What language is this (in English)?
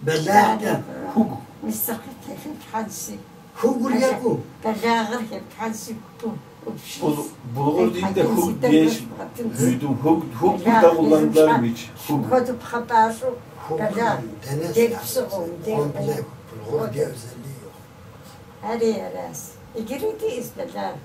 Kabardian